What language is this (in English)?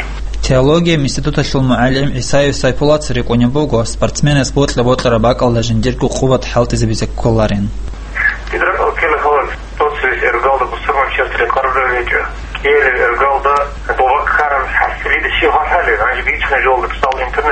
Avaric